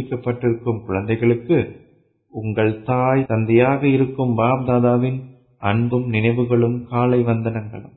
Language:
Tamil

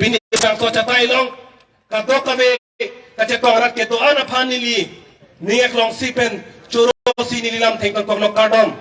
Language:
Karbi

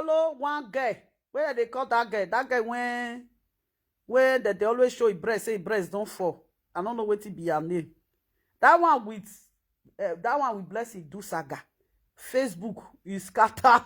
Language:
Nigerian Pidgin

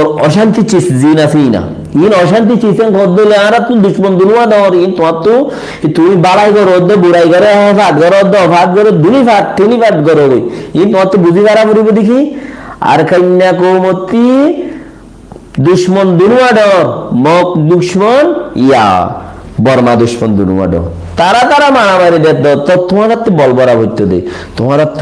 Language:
Rohingya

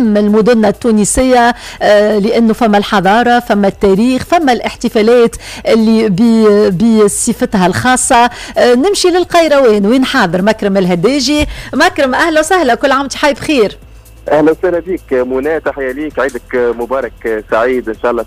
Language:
Tunisian Arabic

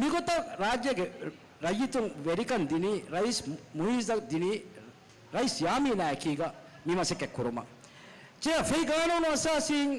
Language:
Divehi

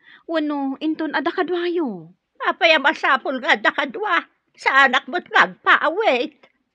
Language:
Iloko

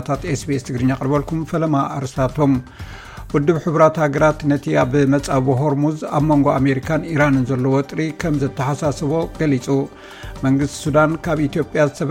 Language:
Tigrinya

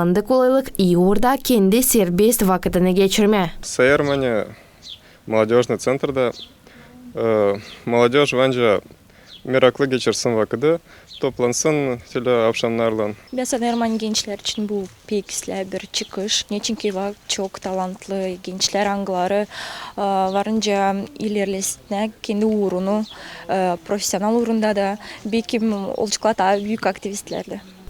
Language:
Gagauz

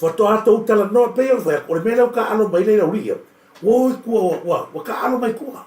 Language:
Samoan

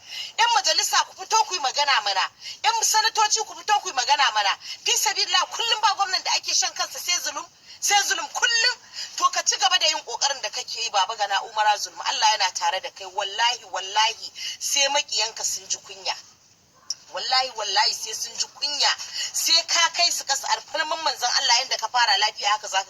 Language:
Hausa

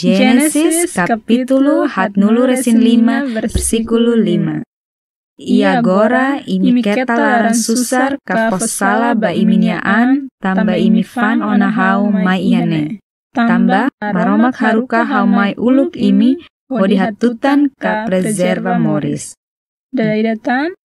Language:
Tetum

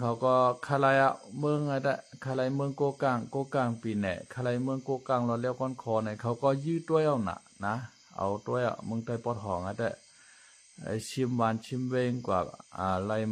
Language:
Shan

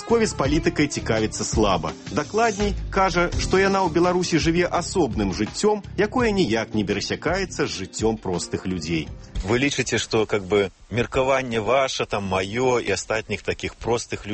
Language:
Belarusian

